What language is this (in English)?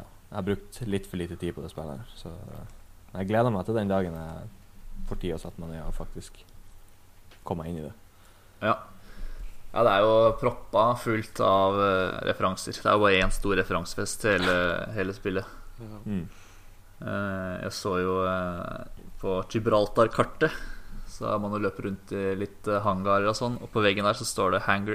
Norwegian